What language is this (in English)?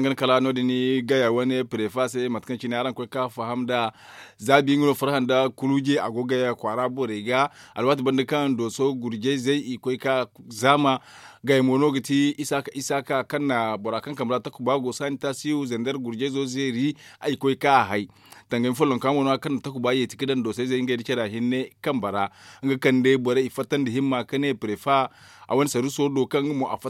Zarma